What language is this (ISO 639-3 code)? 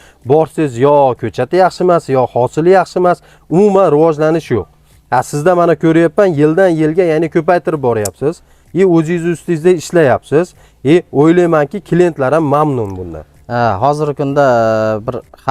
uzb